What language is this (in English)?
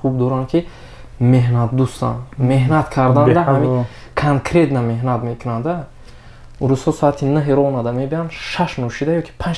Tajik